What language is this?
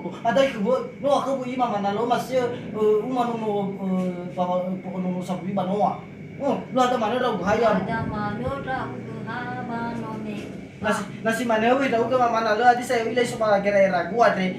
Nias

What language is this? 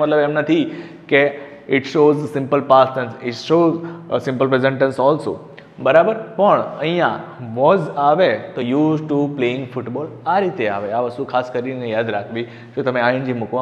Gujarati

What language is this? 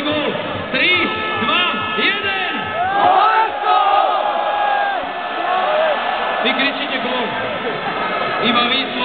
Slovak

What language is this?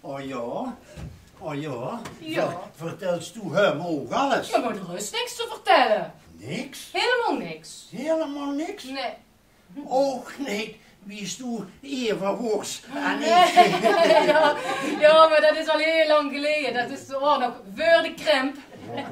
Limburgish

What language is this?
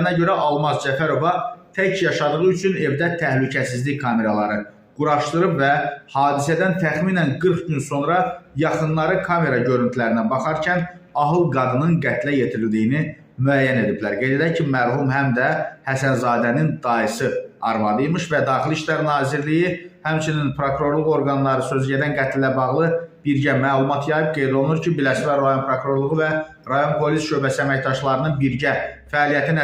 Azerbaijani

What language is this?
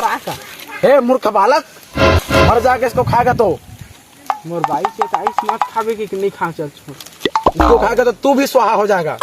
Chhattisgarhi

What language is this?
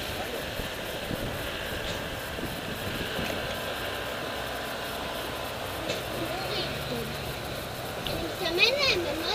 Hebrew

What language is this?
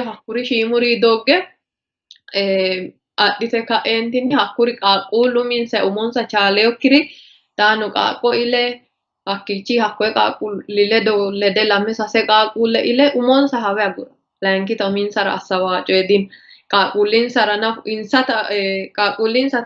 Sidamo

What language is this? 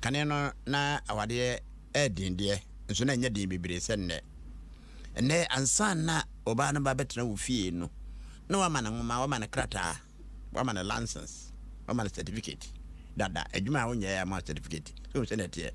Akan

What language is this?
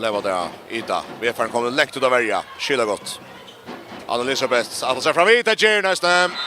Faroese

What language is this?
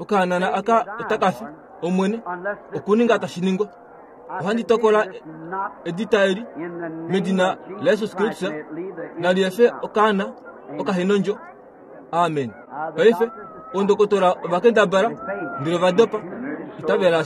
Kuanyama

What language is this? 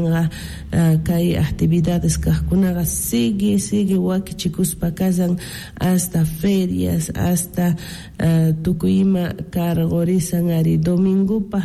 Quechua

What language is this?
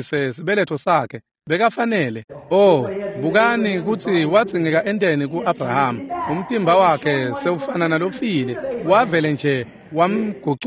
Swati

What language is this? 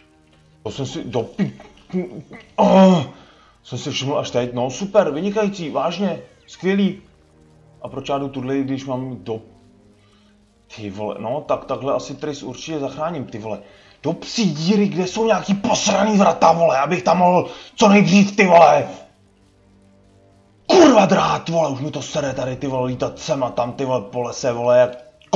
Czech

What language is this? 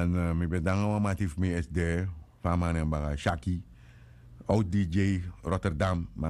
Sranan Tongo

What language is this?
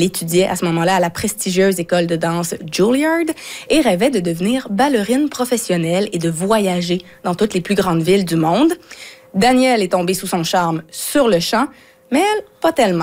French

